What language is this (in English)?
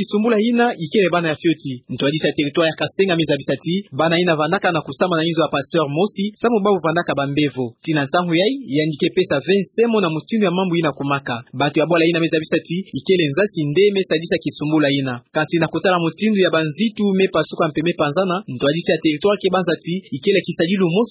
Kituba (Democratic Republic of Congo)